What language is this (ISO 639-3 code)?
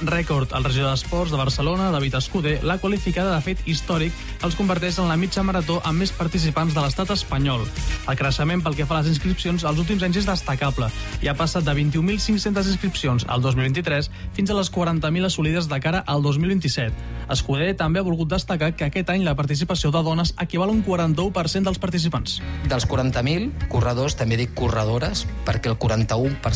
cat